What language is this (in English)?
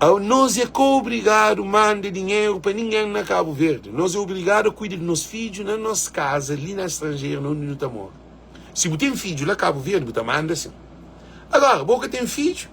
Kabuverdianu